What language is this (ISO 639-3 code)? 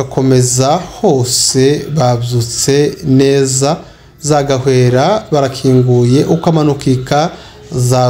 kin